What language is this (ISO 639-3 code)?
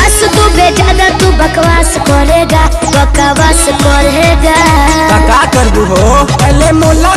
bho